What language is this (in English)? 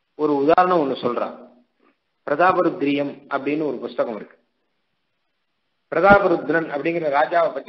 Tamil